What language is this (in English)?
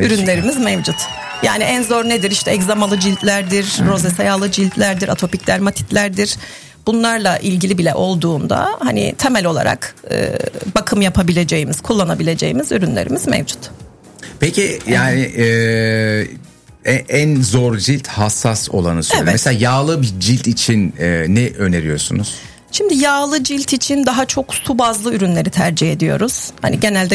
Turkish